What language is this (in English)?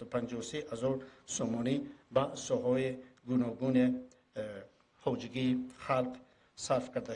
Tajik